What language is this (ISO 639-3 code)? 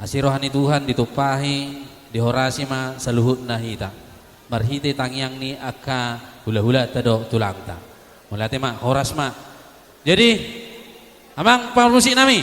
bbc